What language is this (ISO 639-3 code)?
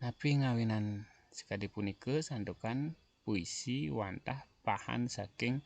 ban